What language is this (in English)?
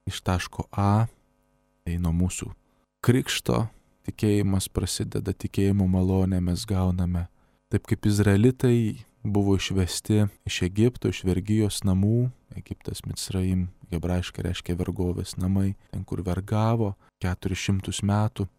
Lithuanian